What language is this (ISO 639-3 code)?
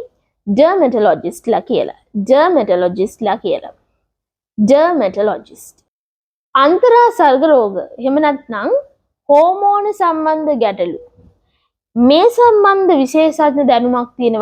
sin